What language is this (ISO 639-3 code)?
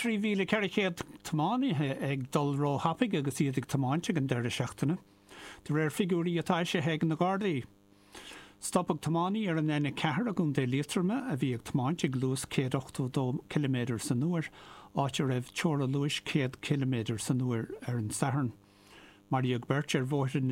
gle